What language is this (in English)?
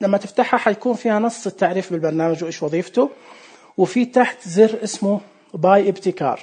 Najdi Arabic